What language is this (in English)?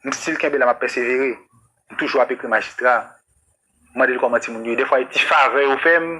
Haitian Creole